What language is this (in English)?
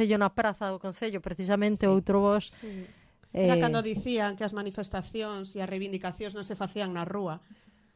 Galician